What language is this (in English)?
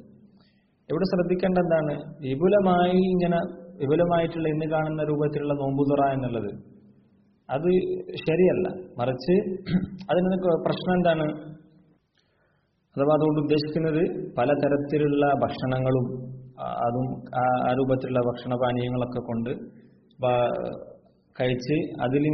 Malayalam